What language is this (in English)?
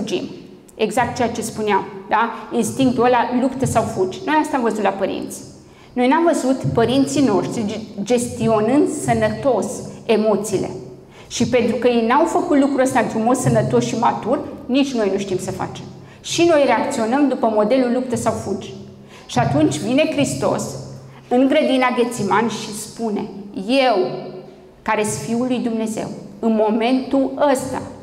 Romanian